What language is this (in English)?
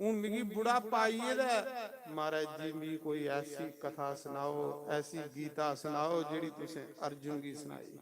Dogri